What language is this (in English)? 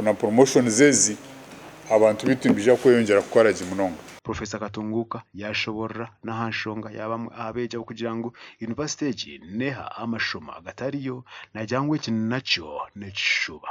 Nyankole